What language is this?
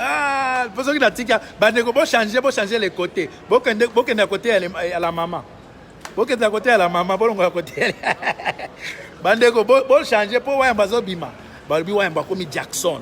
Lingala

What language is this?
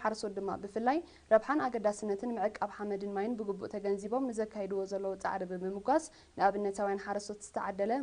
Tigrinya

